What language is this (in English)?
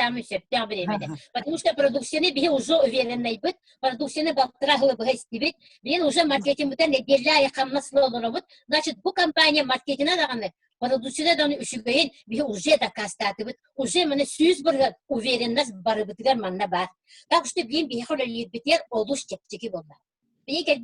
Yakut